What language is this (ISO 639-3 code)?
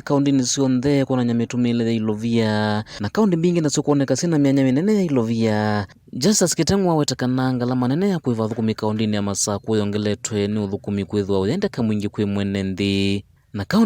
kam